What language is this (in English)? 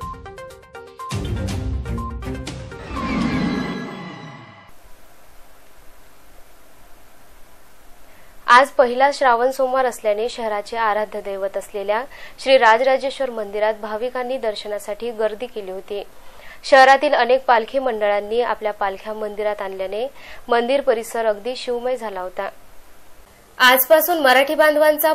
Marathi